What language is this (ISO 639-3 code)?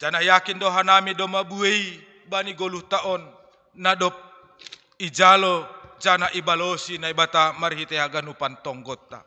bts